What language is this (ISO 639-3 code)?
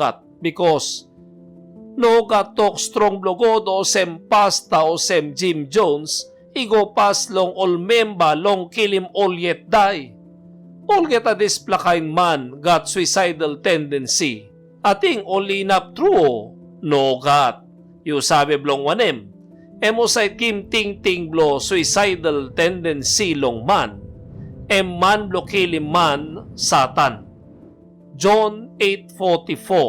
tpi